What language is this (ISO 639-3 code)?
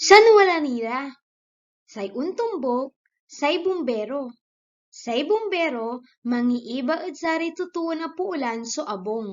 pag